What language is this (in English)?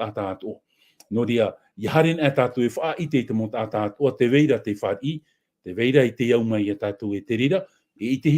Tahitian